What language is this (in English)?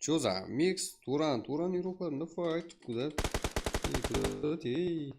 Kara-Kalpak